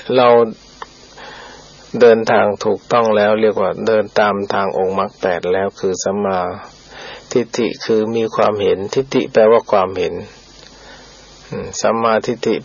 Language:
Thai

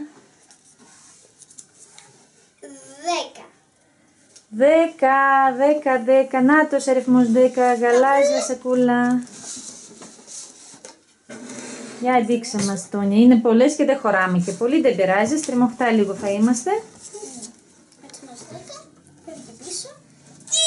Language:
Greek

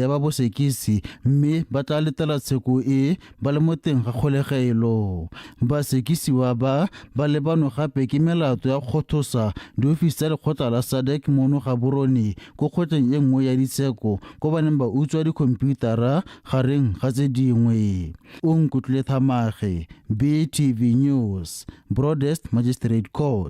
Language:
Tswana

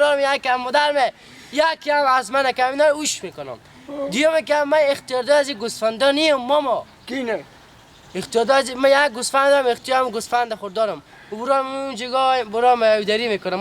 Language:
Persian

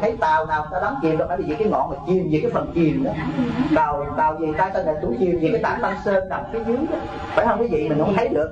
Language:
Vietnamese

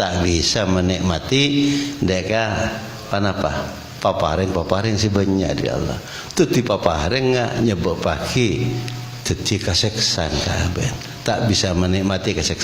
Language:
Madurese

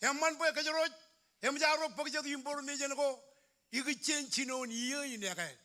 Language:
Marshallese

